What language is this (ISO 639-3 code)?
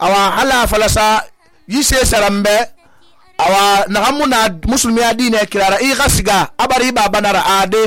sus